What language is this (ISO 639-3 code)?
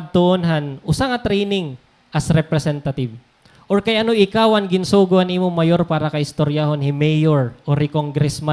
war